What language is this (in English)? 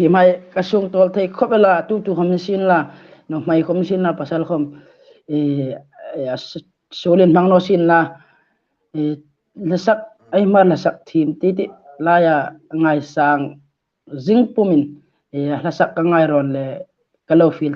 Hmar